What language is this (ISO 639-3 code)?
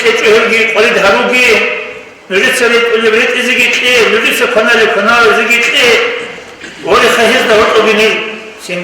ava